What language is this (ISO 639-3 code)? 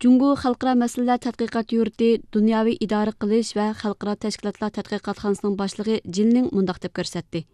uig